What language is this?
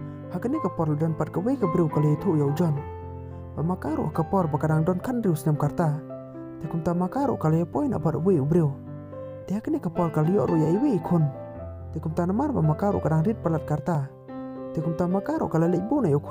Khasi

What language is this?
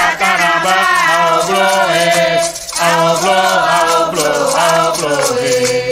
Ewe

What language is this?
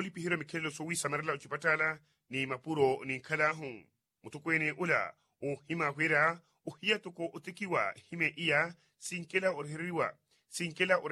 Makhuwa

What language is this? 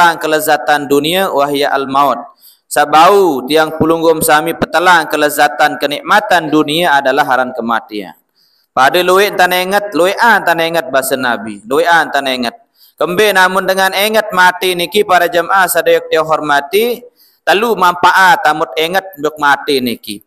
Sasak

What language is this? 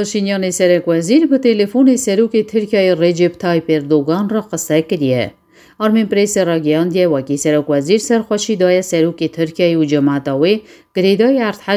Kurdish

